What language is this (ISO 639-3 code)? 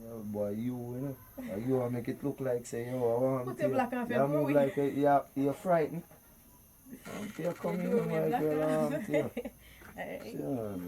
jam